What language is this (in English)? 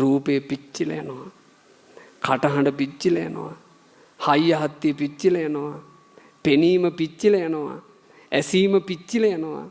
Sinhala